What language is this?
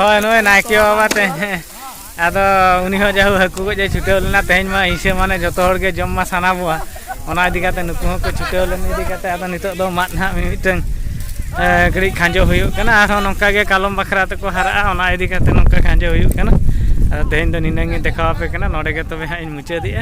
Santali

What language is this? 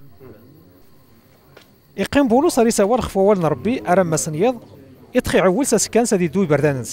Arabic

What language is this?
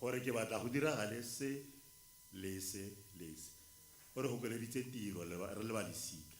Tswana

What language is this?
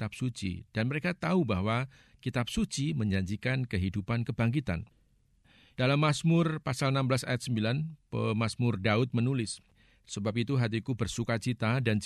Indonesian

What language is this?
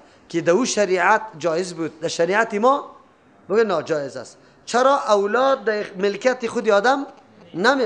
Persian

